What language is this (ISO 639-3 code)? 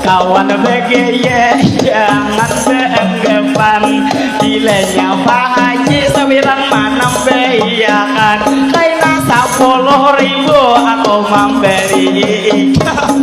bjn